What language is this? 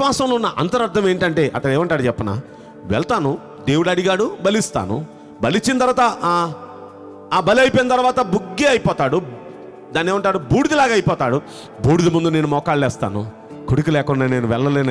Telugu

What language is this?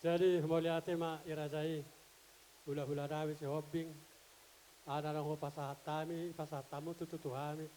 Batak Toba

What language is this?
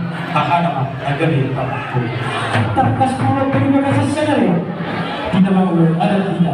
Batak Toba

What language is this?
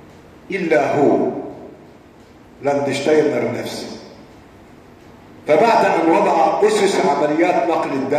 Arabic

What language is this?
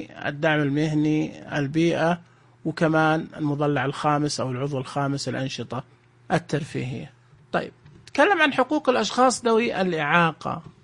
Najdi Arabic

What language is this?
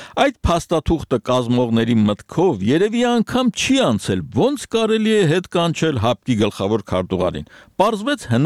Armenian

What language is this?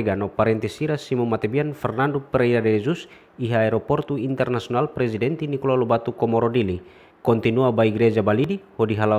Tetum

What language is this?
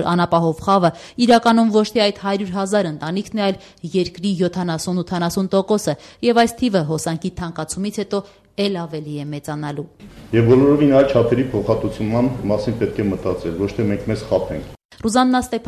Armenian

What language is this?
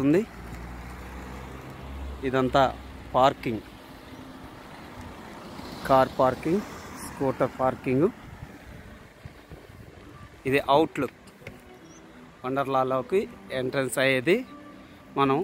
Telugu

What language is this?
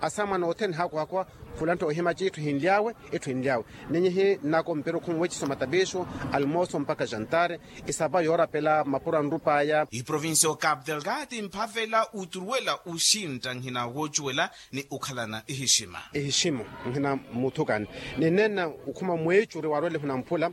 Makhuwa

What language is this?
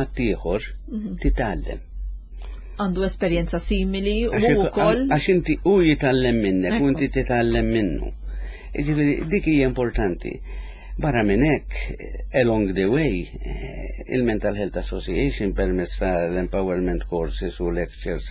Maltese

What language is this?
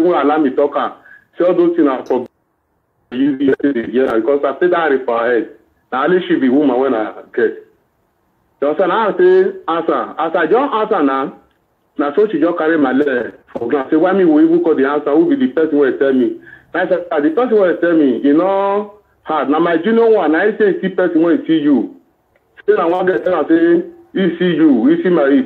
Nigerian Pidgin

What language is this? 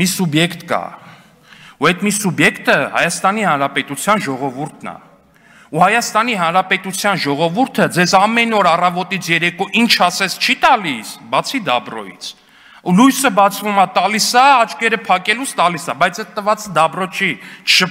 Armenian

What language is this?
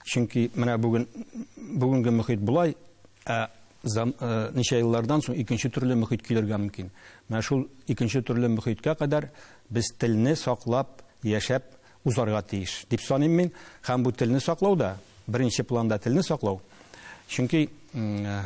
Tatar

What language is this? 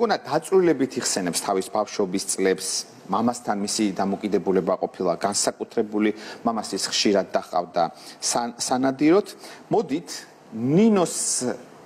Georgian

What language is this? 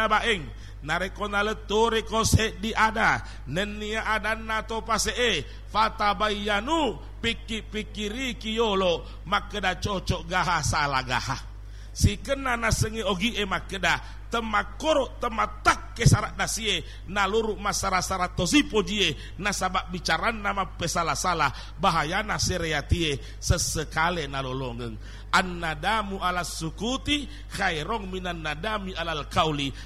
Buginese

